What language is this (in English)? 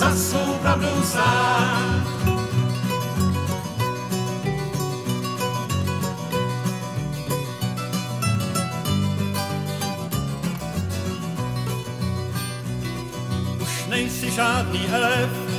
Czech